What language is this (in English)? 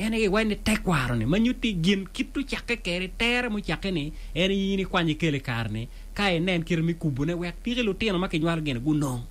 Acoli